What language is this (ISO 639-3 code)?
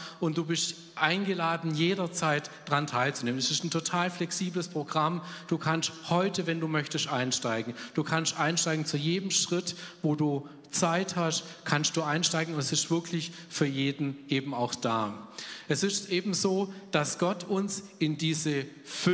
deu